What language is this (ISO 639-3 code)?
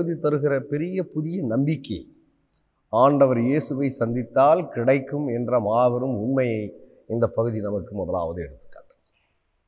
tam